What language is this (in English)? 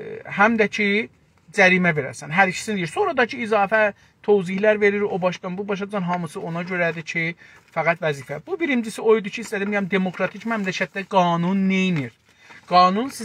South Azerbaijani